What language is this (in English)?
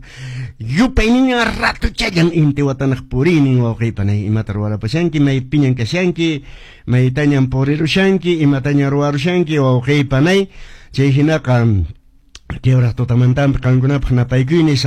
Quechua